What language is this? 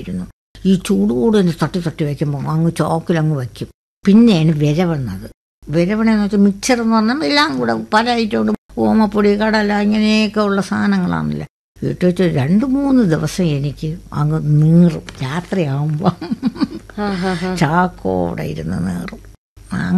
Malayalam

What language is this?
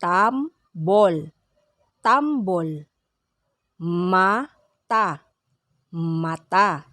Pangasinan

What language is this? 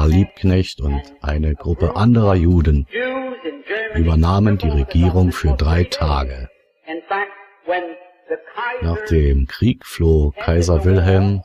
German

